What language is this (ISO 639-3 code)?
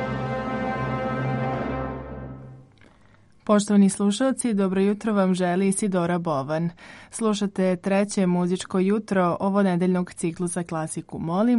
srp